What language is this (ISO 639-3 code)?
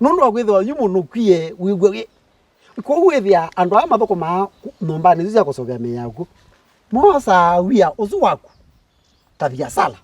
kam